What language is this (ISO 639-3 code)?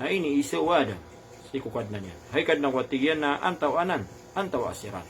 mrw